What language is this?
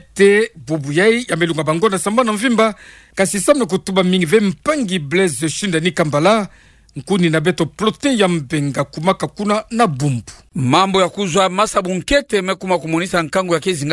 Kituba (Democratic Republic of Congo)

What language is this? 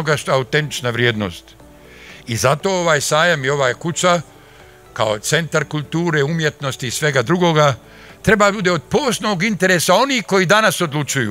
Bosnian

